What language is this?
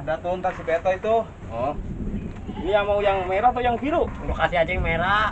Betawi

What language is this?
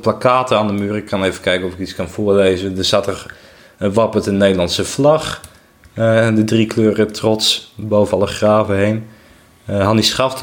Dutch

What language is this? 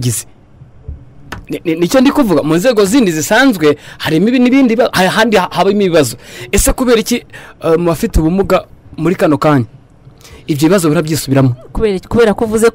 Kinyarwanda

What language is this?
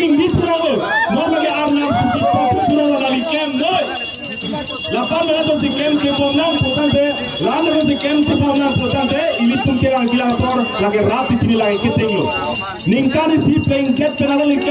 Karbi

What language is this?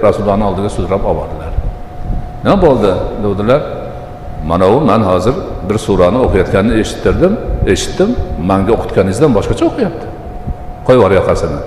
Uzbek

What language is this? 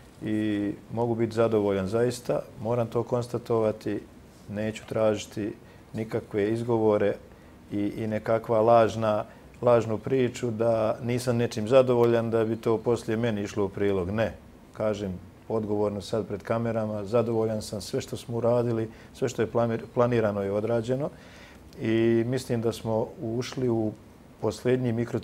Bosnian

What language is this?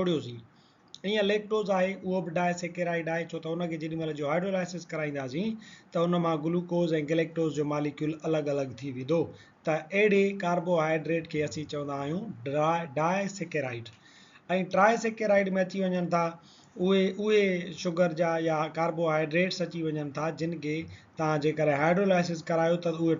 Sindhi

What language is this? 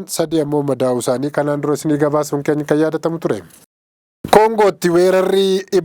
Oromo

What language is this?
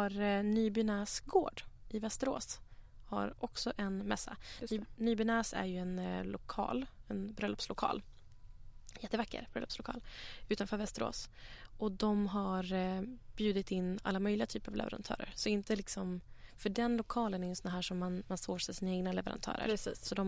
Swedish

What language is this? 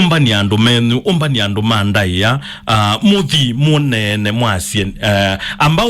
Kamba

